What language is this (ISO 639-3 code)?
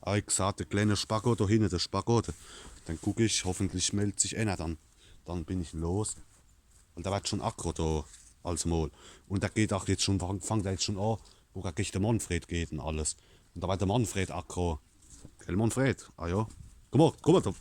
pfl